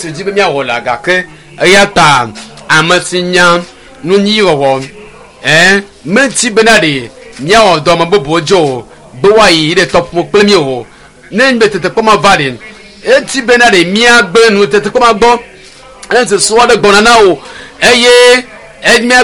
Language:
Ewe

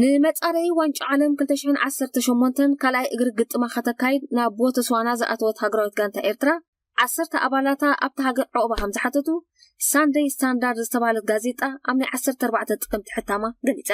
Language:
Tigrinya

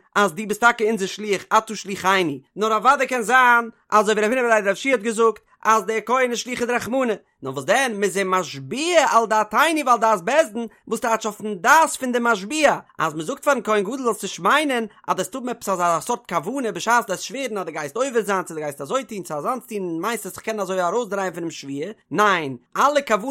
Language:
Yiddish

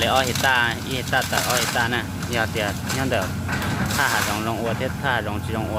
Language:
Hmong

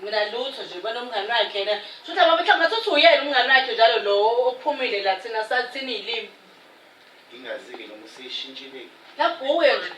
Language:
Zulu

